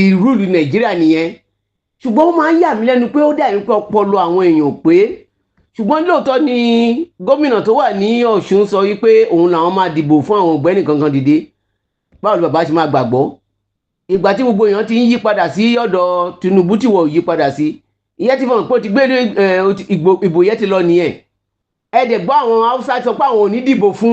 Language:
Yoruba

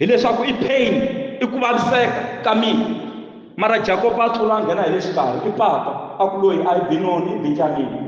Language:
Tsonga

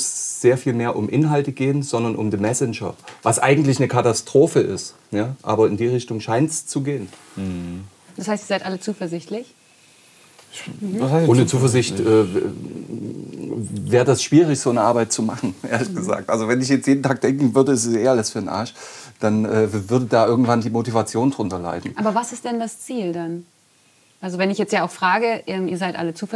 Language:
German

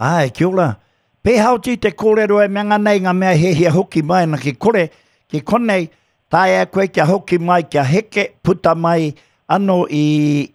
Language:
Māori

